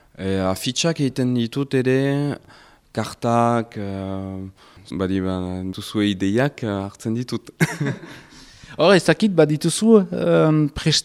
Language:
Basque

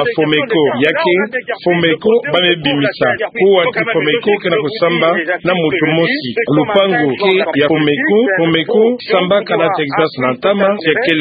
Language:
Kituba (Democratic Republic of Congo)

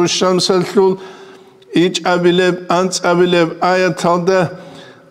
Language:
Avaric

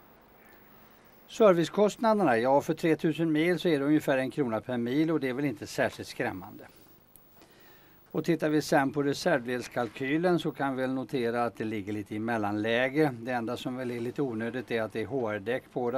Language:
Swedish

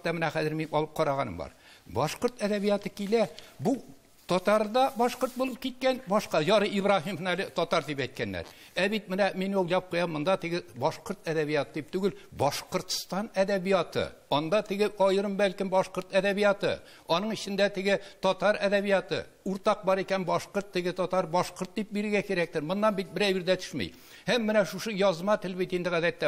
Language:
Tatar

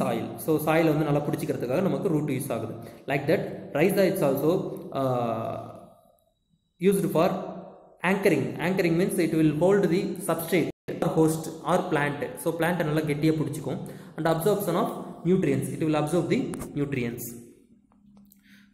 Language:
Tamil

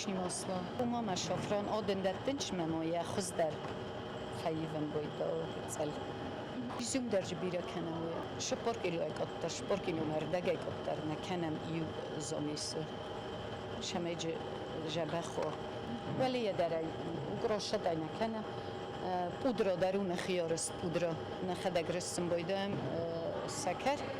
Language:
Ossetic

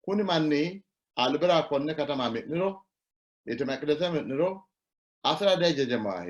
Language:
Sidamo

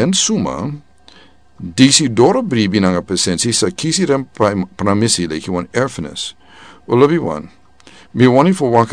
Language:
Sranan Tongo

